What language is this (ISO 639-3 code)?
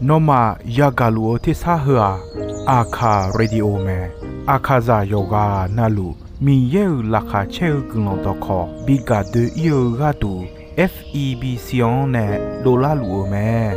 ahk